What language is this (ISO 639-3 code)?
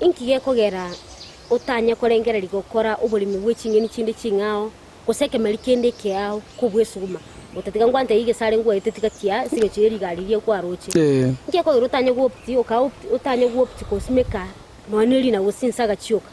guz